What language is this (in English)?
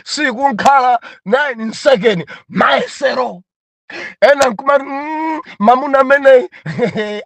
Nyanja